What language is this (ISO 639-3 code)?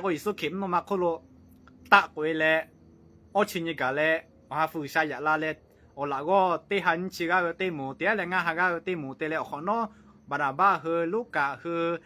lhu